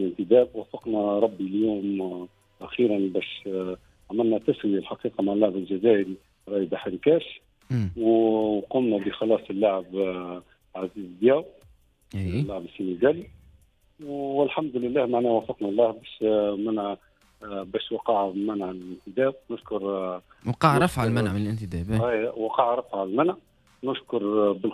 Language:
Tunisian Arabic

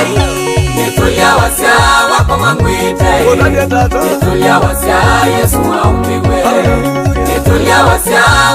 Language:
Kamba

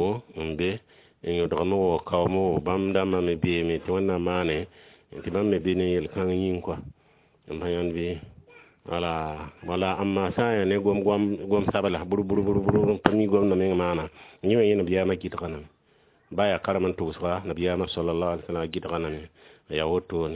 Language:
Mossi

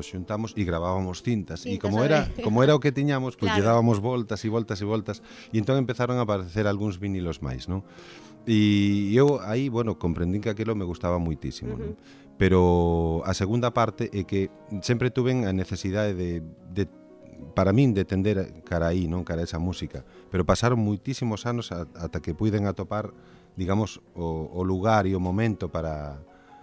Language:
Galician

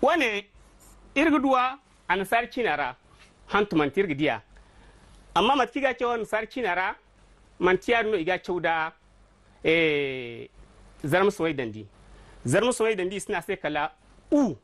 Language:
Zarma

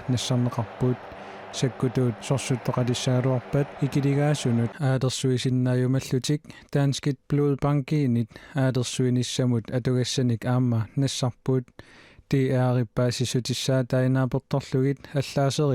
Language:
Kalaallisut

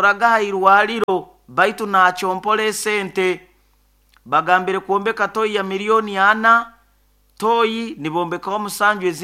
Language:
Nyoro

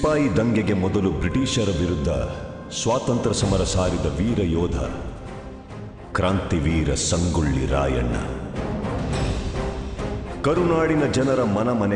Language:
Kannada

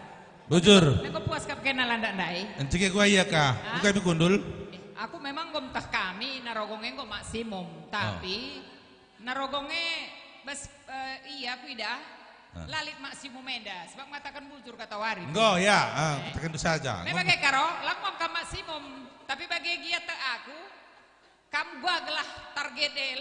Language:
Batak Karo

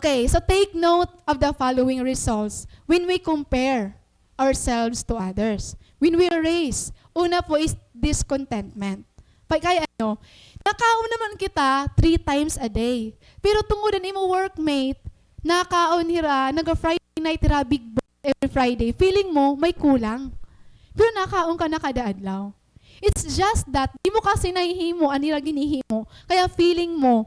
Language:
Waray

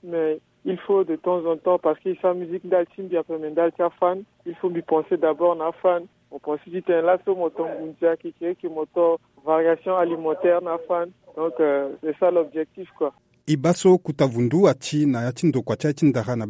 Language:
Sango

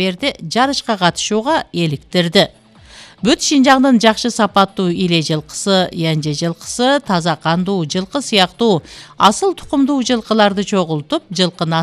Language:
Kyrgyz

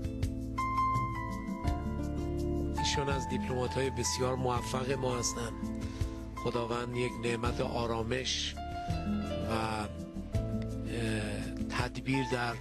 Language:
Persian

